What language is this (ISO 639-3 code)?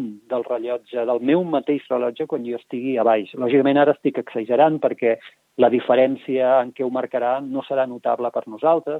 cat